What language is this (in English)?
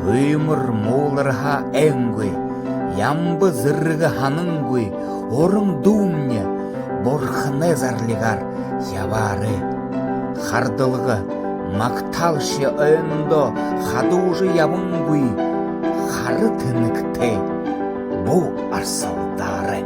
Buriat